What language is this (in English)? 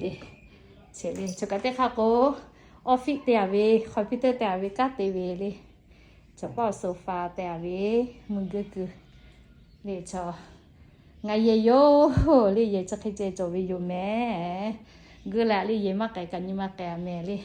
Lahu